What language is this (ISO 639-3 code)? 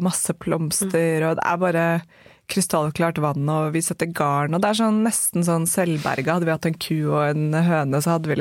nor